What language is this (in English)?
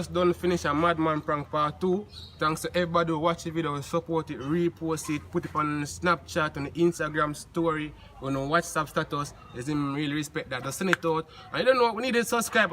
Jamaican Creole English